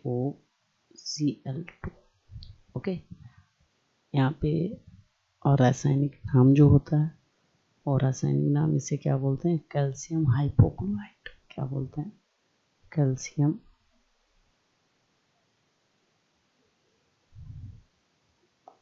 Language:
Hindi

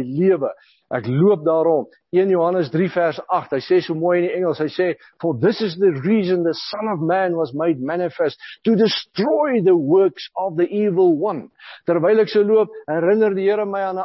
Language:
Afrikaans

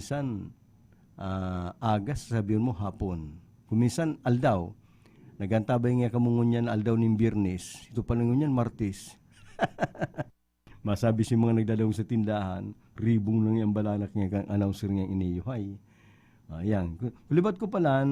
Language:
Bikol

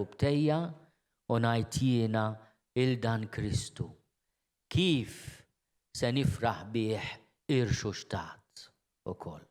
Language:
Maltese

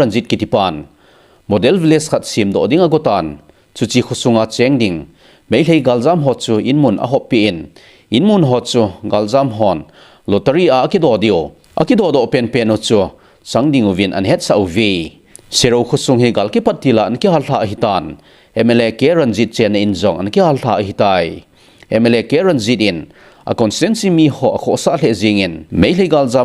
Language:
Thado Chin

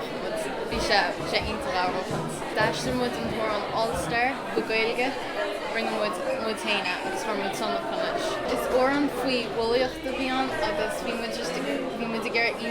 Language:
Irish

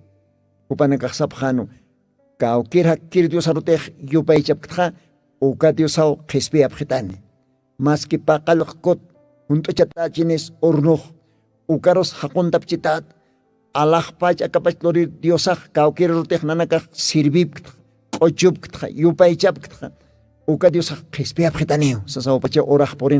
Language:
Aymara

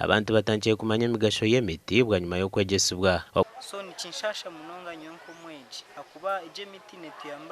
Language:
Nyankole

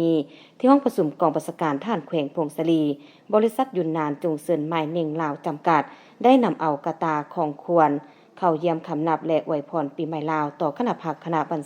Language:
Lao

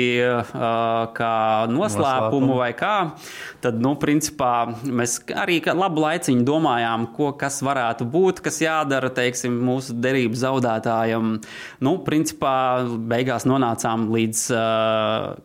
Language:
Latvian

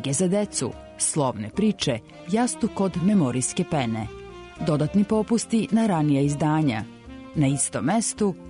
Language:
Serbian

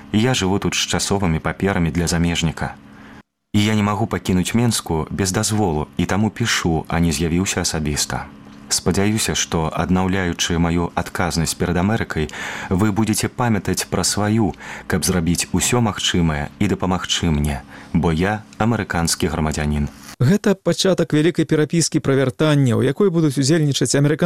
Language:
Belarusian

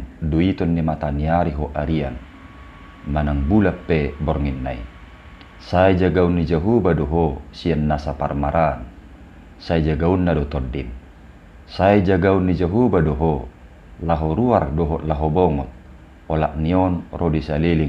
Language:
Batak Toba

